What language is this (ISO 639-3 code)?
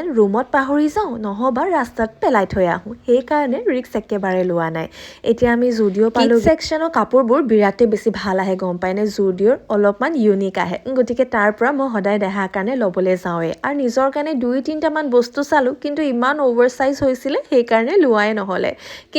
asm